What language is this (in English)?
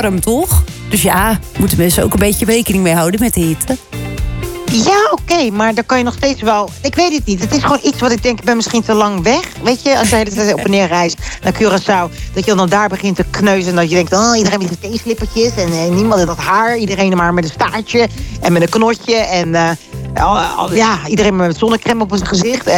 Dutch